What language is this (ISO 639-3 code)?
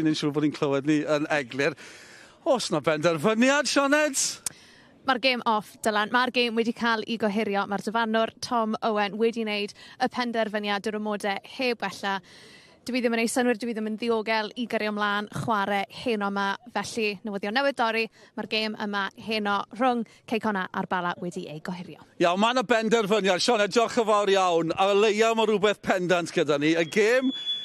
cym